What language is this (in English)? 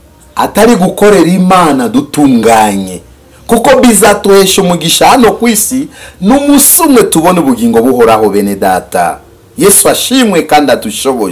Kinyarwanda